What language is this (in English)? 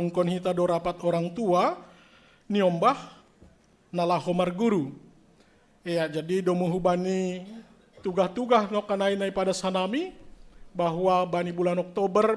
Batak Simalungun